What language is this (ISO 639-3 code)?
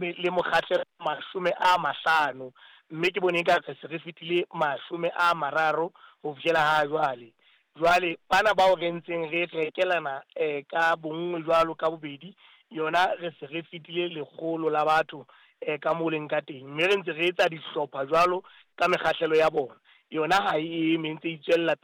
sot